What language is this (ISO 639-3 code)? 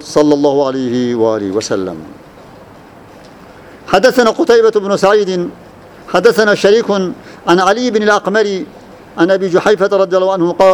ara